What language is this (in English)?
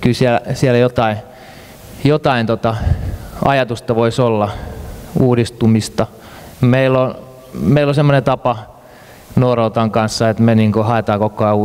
Finnish